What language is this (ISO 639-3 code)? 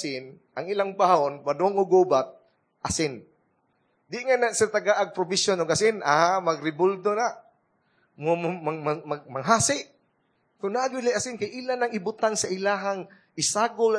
ceb